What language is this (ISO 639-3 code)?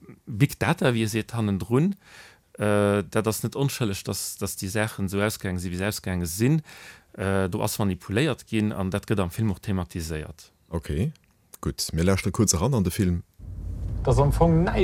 ltz